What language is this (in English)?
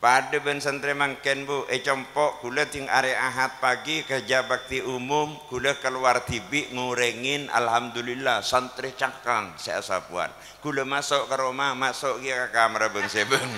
Madurese